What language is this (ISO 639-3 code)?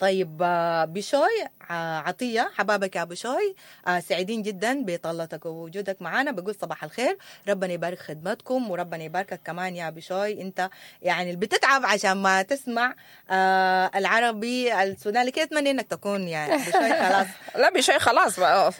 apd